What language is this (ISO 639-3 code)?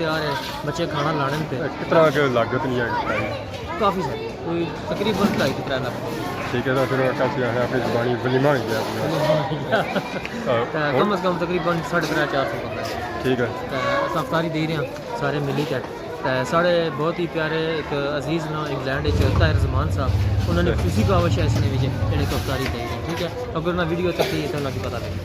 phr